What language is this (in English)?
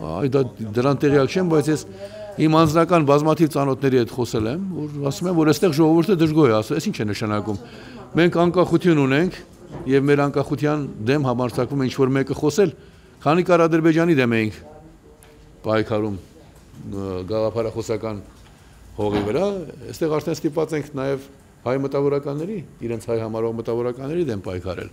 Armenian